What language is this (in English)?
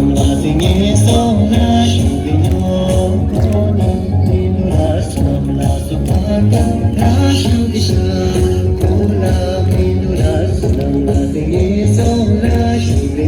Tibetan